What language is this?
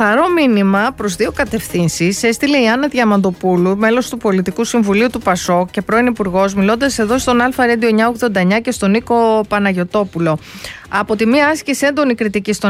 Greek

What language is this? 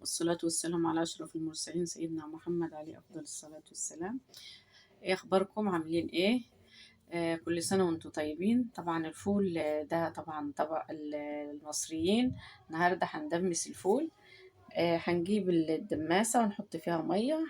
Egyptian Arabic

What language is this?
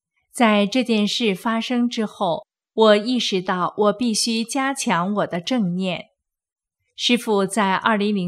Chinese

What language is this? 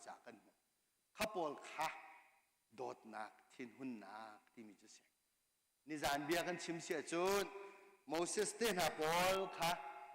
Hakha Chin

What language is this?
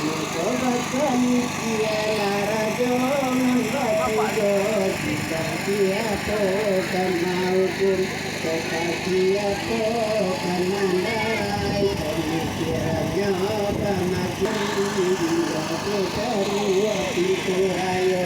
Minangkabau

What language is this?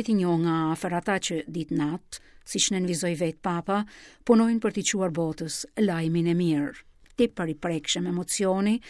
Albanian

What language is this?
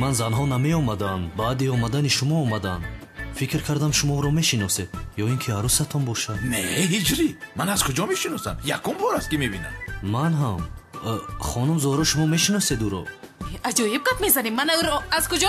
Tajik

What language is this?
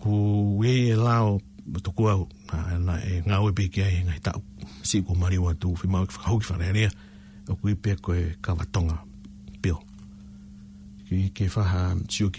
Tongan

